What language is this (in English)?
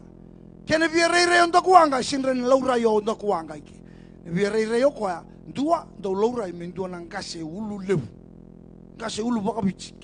Fijian